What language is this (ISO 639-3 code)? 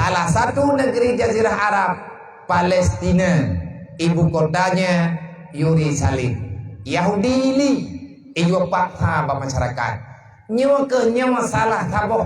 ace